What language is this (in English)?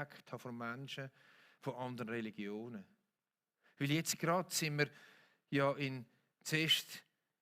Swiss German